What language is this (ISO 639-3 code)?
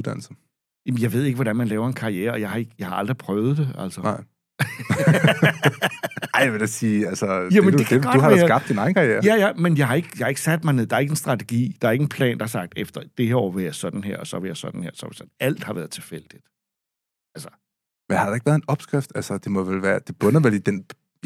dan